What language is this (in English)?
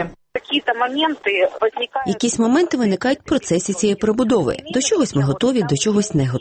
Ukrainian